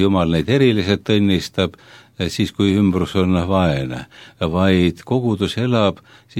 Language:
Estonian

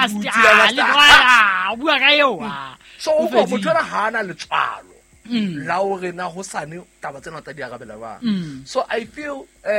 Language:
Southern Sotho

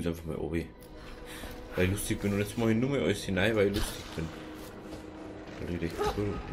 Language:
German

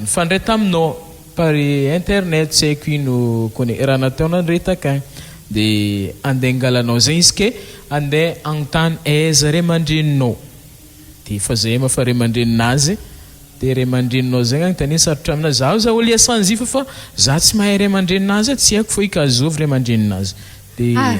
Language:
Malagasy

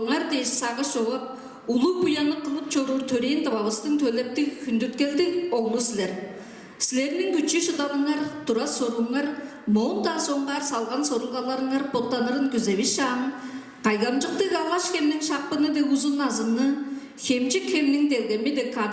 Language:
Tuvinian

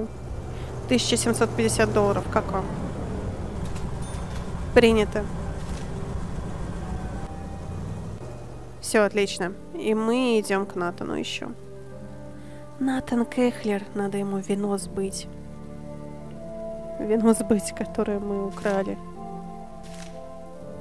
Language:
Russian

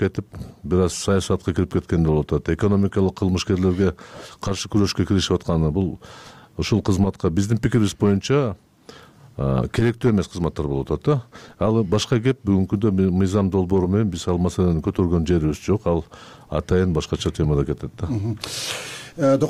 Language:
Kyrgyz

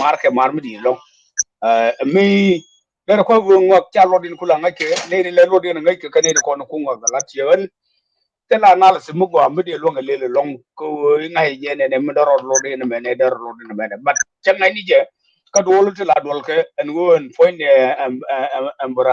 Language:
Nuer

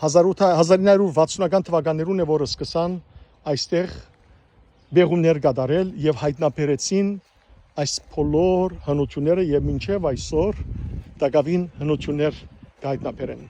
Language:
Western Armenian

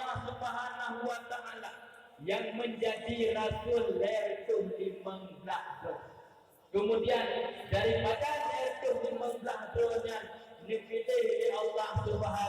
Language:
Achinese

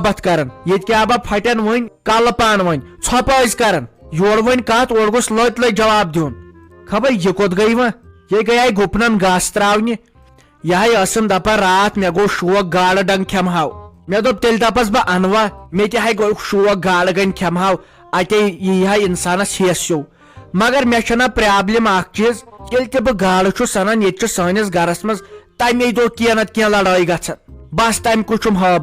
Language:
Kashmiri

